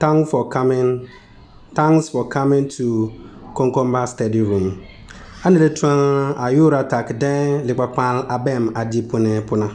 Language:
Konkomba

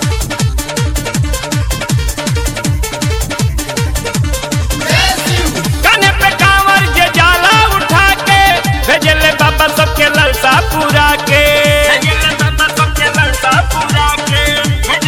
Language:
Bhojpuri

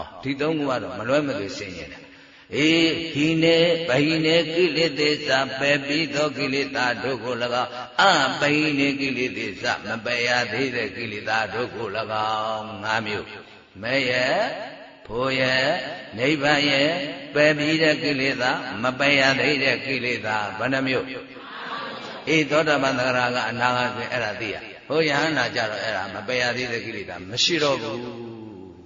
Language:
Burmese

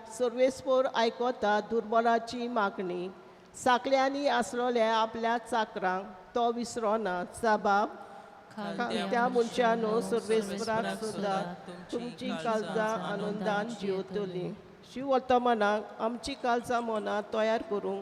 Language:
Konkani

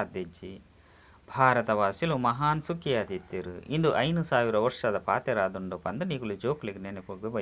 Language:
Tulu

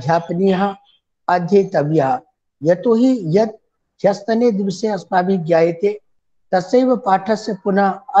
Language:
Sanskrit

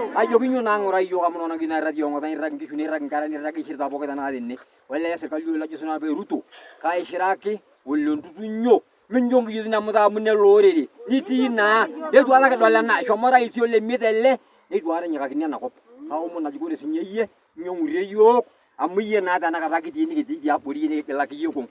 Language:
Masai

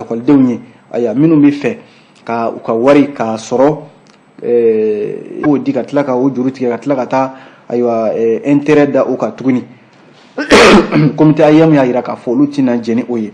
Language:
Bambara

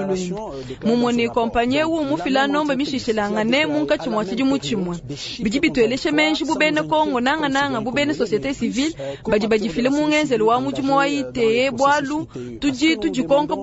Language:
Luba-Lulua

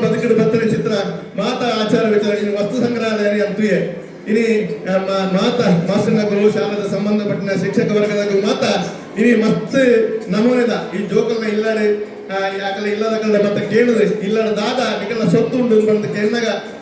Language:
Tulu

